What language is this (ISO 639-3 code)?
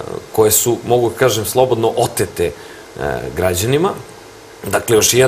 srp